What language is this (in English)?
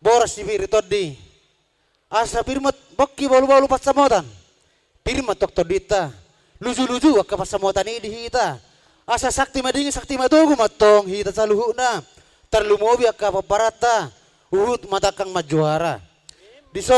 Batak Toba